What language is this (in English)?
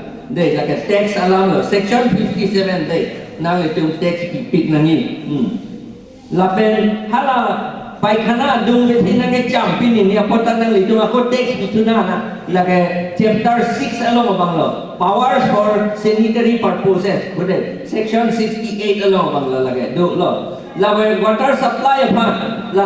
Karbi